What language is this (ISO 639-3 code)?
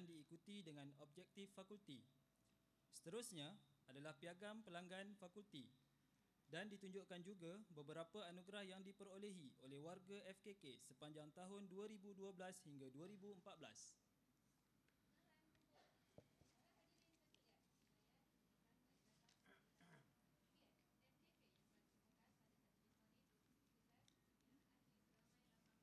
msa